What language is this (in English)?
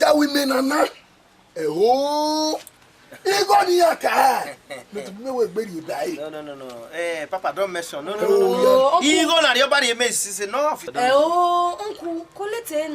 Bini